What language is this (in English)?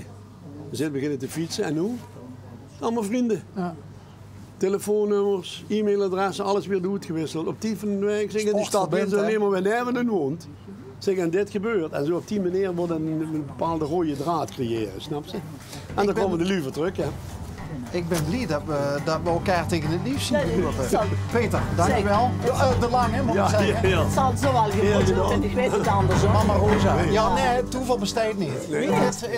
Limburgish